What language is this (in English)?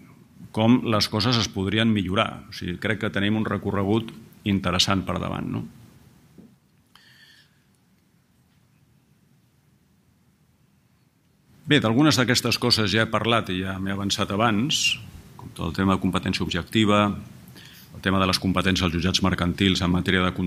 Catalan